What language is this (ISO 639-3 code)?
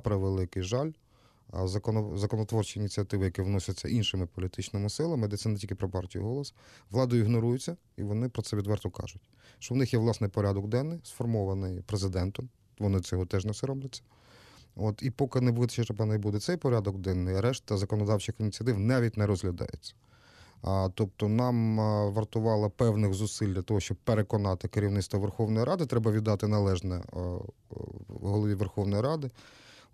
ukr